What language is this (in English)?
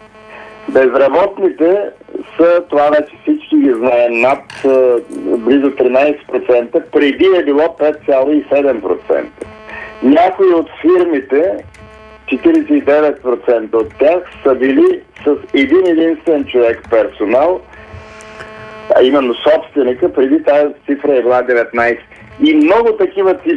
Bulgarian